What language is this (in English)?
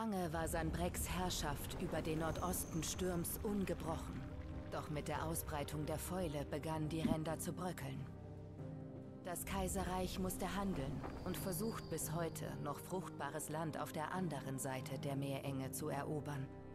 German